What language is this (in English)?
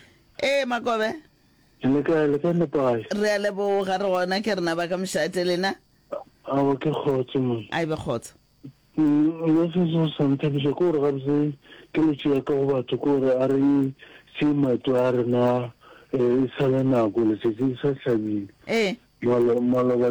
Northern Sotho